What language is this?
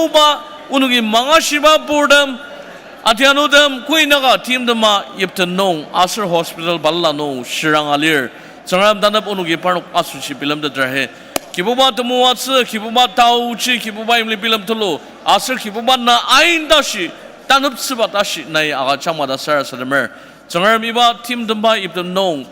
Ao Naga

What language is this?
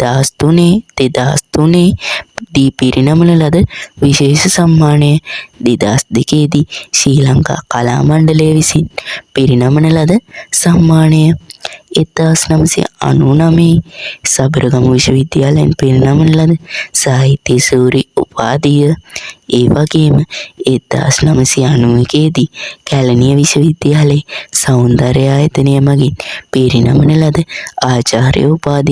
Sinhala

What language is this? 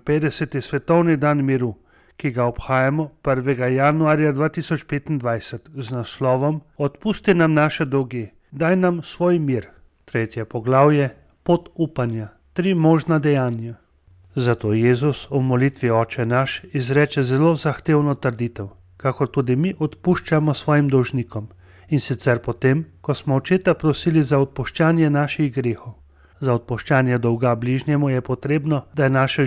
Slovenian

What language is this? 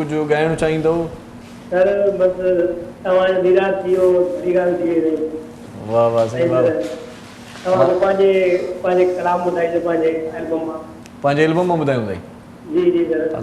Sindhi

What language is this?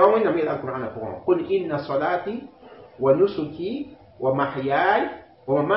Mossi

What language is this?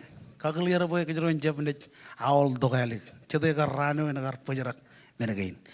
Marshallese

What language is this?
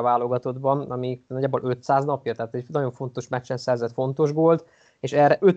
Hungarian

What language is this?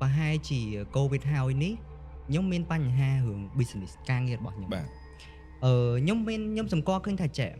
Khmer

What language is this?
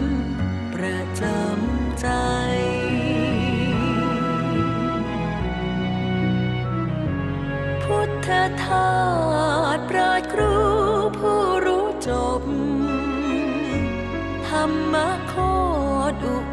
Thai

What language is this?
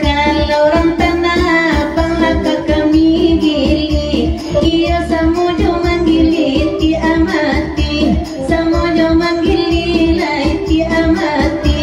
Minangkabau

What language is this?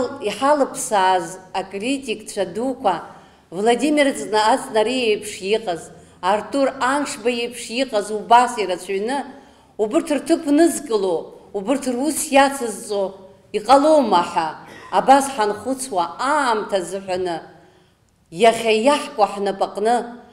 Abkhazian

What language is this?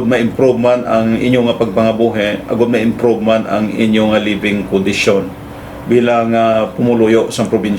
Hiligaynon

